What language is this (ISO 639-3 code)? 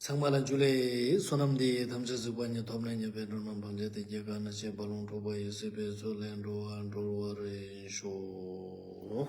lbj